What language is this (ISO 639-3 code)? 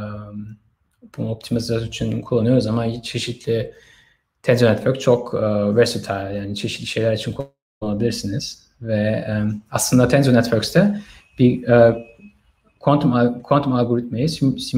tur